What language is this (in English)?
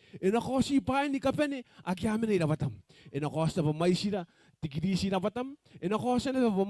Gilbertese